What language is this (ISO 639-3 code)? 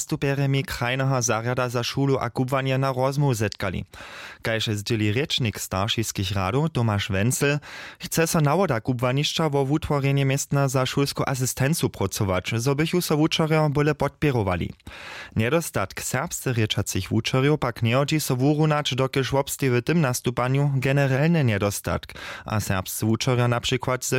hsb